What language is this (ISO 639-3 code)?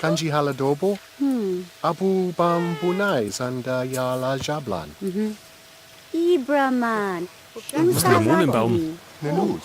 bar